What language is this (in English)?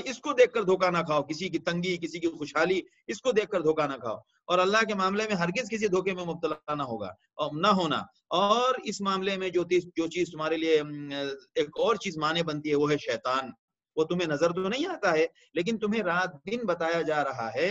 Urdu